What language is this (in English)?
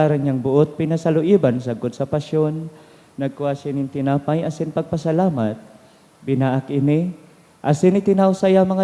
Bikol